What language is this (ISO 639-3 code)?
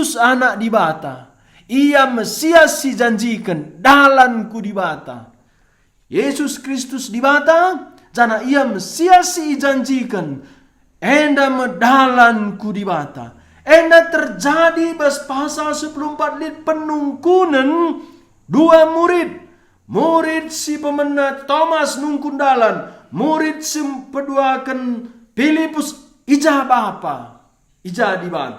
btx